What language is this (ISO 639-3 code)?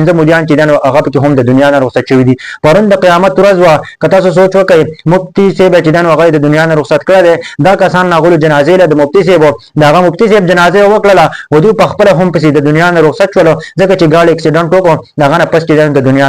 pus